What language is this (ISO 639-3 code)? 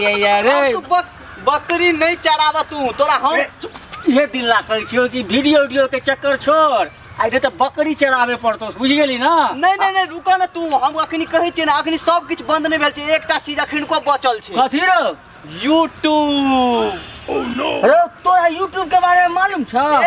mai